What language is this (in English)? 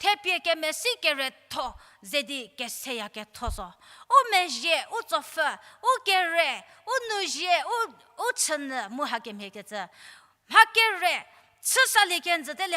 Angami Naga